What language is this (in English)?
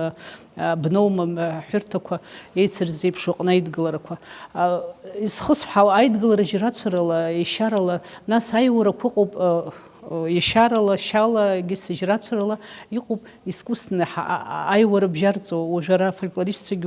Abkhazian